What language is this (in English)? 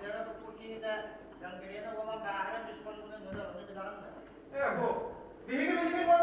Yakut